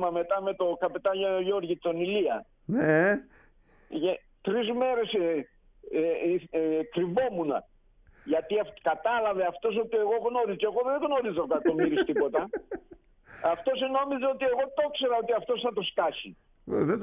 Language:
Greek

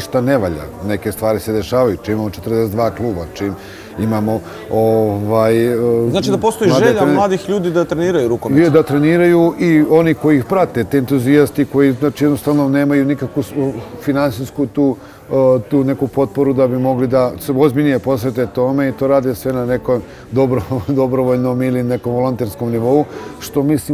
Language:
Serbian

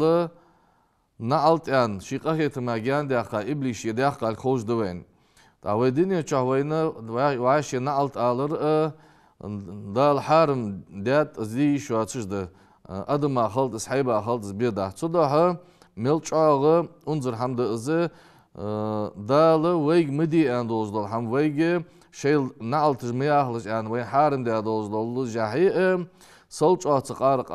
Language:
Ingush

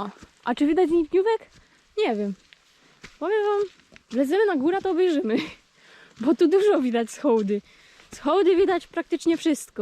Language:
Silesian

